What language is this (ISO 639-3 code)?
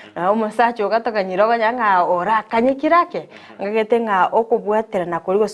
guz